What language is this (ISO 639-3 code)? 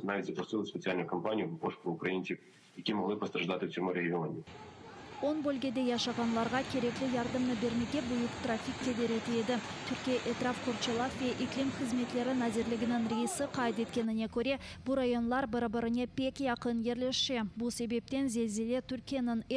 crh